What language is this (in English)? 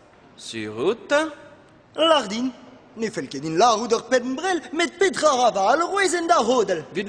Breton